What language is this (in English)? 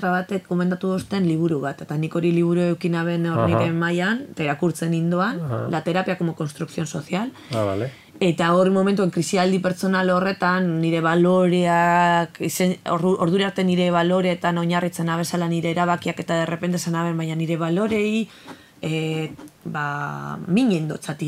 Basque